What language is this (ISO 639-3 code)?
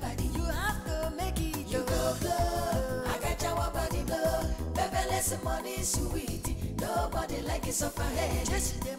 pcm